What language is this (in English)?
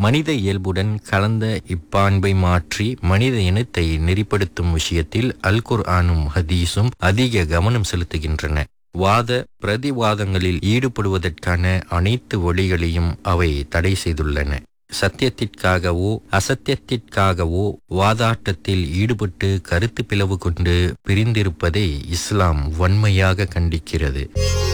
Tamil